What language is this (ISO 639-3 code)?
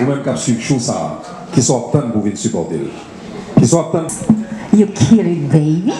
hat